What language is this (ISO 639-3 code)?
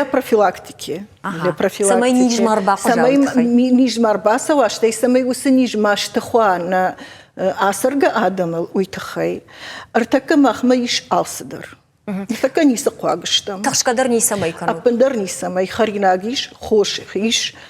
oss